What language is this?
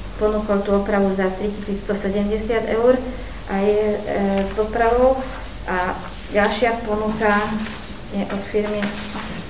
Slovak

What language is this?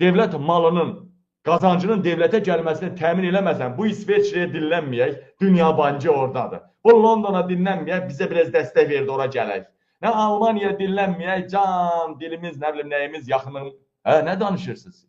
Azerbaijani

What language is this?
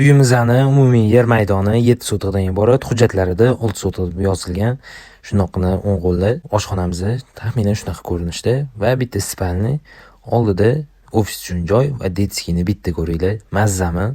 Uzbek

